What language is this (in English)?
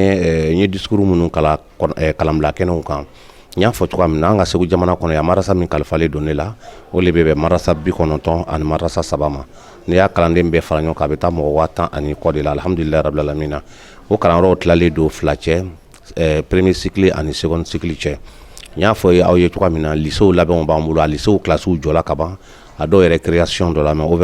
Bambara